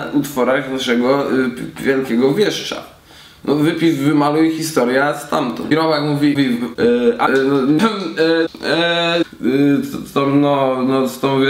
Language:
Polish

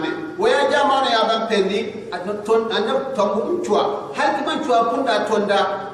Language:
Gourmanchéma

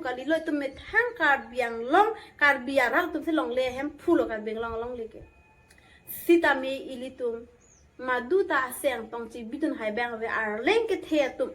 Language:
Karbi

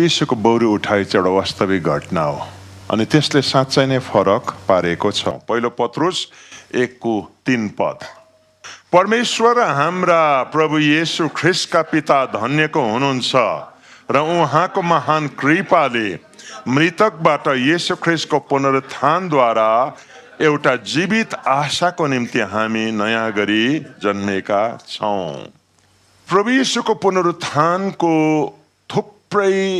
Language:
Nepali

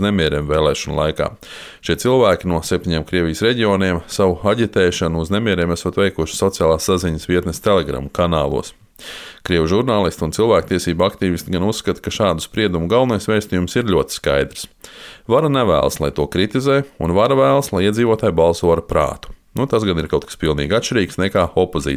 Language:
Latvian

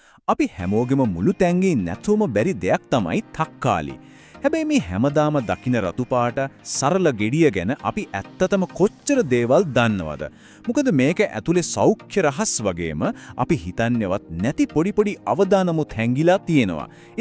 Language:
Sinhala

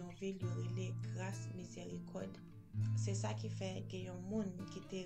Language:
Haitian Creole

